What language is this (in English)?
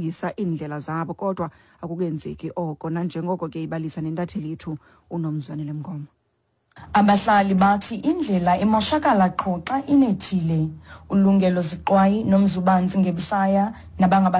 Xhosa